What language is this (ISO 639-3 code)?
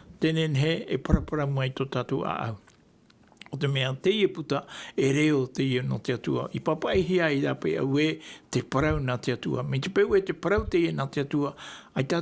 tah